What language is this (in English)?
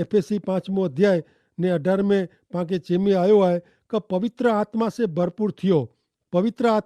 Kachhi